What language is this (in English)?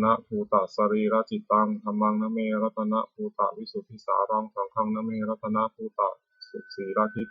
Pali